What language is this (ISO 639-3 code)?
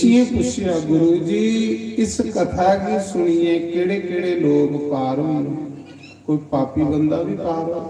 doi